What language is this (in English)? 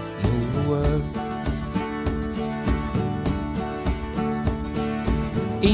Estonian